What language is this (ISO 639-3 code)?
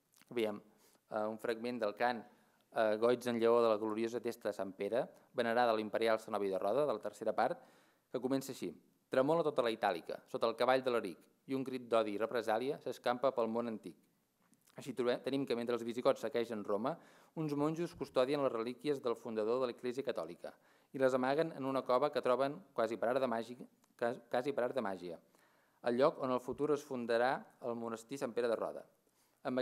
cat